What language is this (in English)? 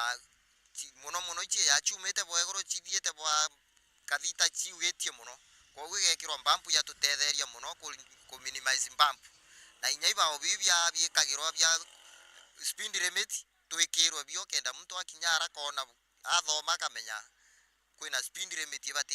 Meru